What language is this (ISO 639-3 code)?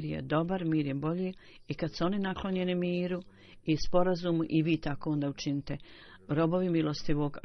bos